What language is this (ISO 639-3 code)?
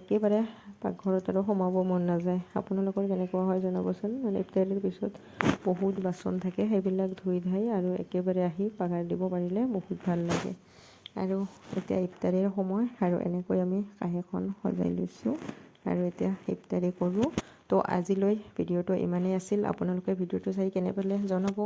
asm